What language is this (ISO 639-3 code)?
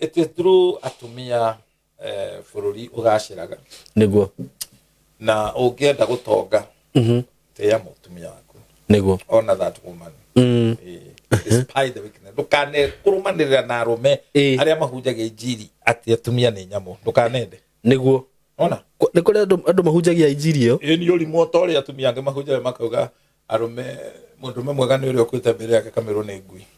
kik